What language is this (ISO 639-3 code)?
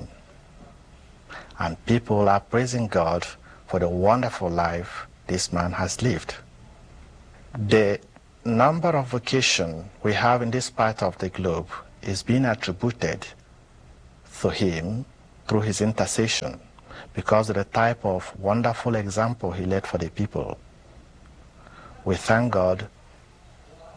eng